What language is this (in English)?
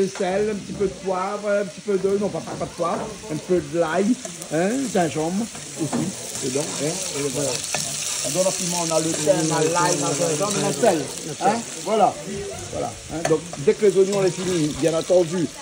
Réunion Creole French